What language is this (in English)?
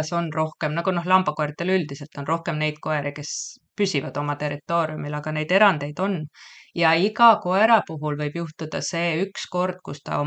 Estonian